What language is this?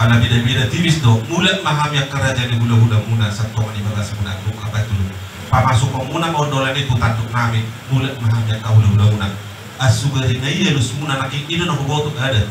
Batak Toba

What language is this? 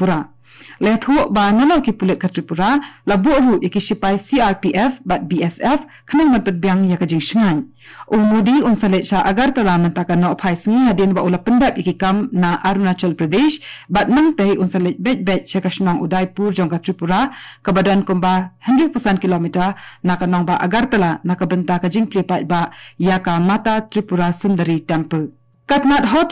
Khasi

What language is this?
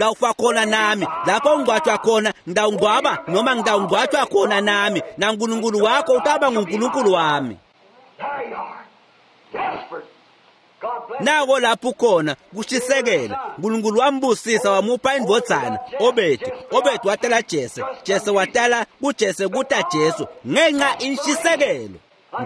Swati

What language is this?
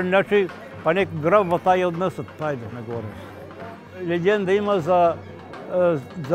Bulgarian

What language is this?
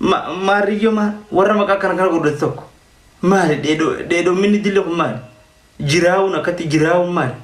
Oromo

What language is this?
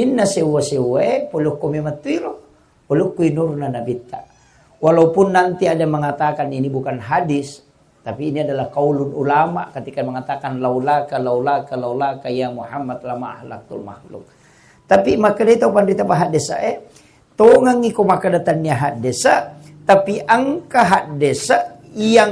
Buginese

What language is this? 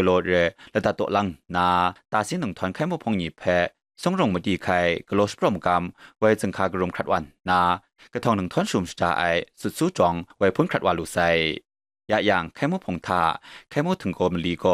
Kachin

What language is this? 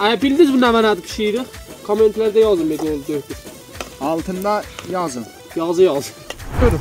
South Azerbaijani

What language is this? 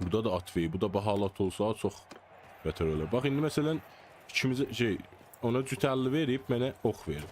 South Azerbaijani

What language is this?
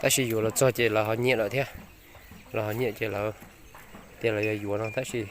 Hmong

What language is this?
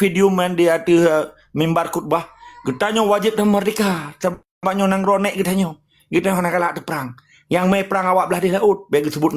Achinese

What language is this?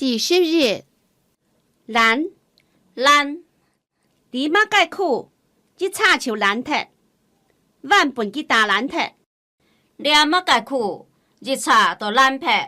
Hakka Chinese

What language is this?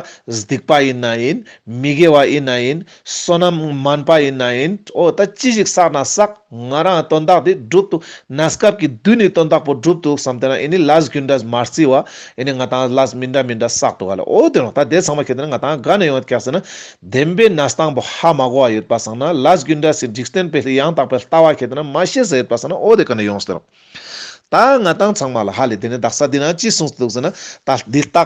Ladakhi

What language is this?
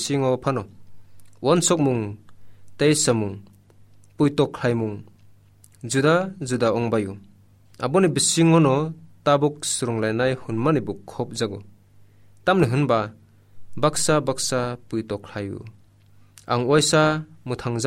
Kok Borok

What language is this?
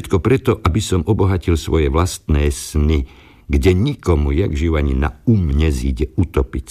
Slovak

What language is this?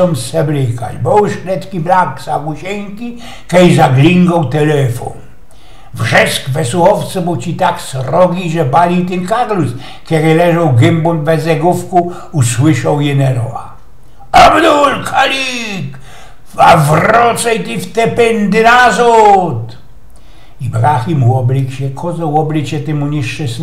Silesian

